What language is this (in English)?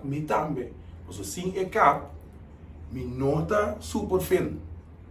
Papiamento